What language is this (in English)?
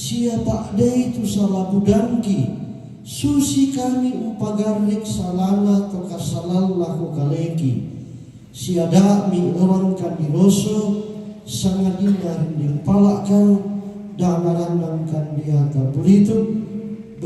Toraja-Sa'dan